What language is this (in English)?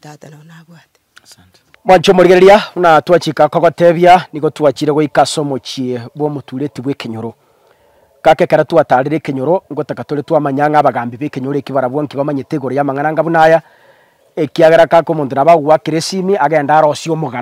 Gusii